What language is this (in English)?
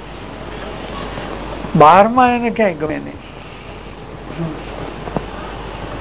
Gujarati